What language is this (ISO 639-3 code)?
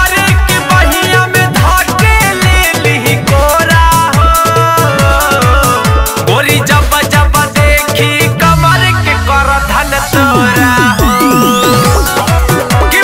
bho